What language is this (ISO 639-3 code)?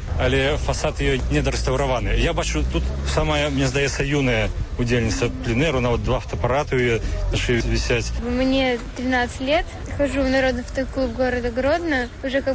bel